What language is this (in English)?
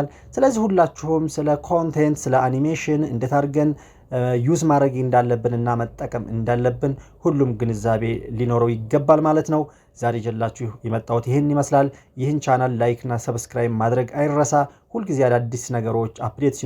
Amharic